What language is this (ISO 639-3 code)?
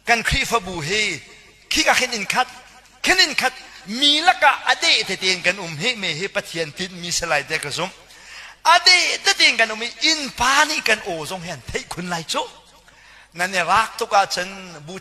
cnh